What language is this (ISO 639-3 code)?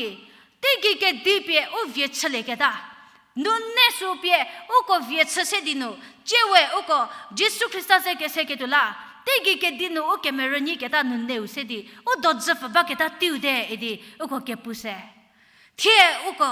njm